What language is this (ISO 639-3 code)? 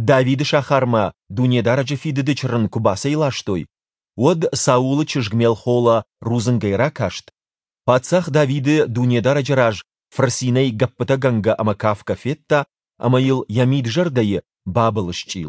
oss